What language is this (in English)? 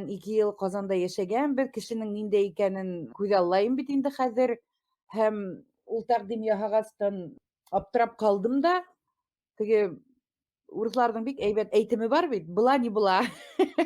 Bashkir